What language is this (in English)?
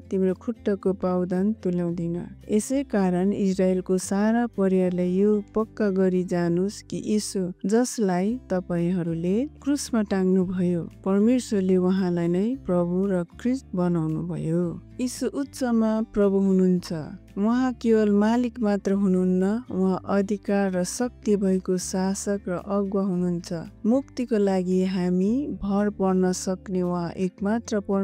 Nepali